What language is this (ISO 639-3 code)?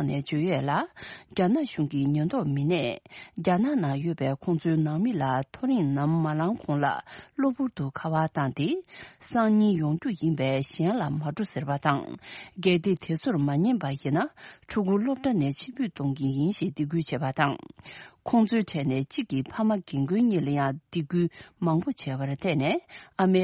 bod